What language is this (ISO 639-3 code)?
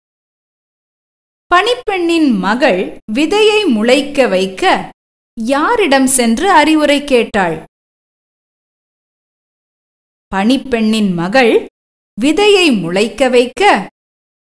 tam